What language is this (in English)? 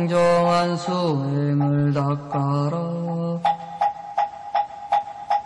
Korean